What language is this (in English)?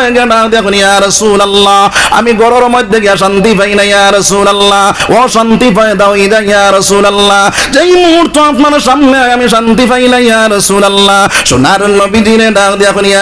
Sylheti